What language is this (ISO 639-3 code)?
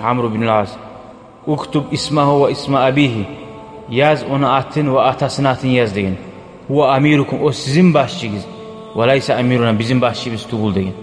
kum